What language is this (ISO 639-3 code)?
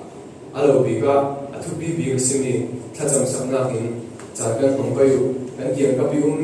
cfm